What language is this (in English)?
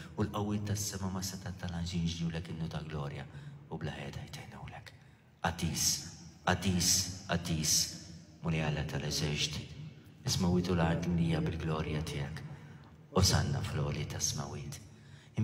Maltese